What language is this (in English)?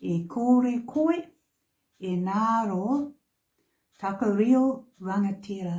Māori